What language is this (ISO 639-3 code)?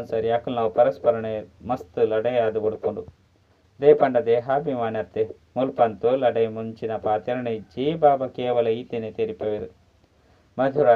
tcy